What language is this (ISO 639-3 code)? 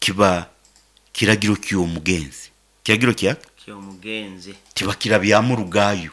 nyn